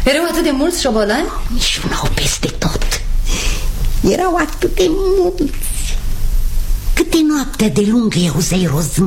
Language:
Romanian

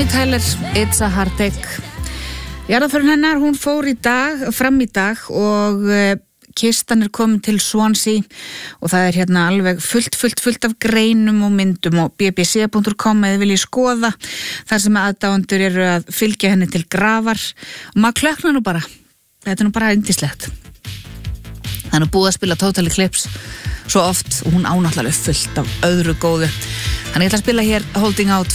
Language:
Icelandic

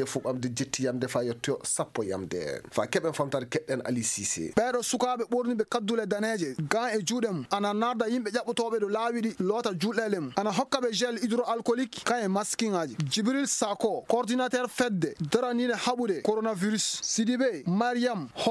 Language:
Fula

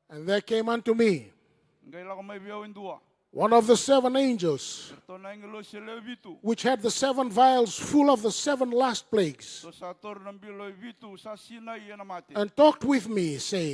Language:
Fijian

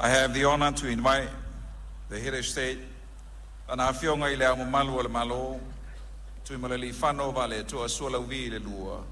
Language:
Samoan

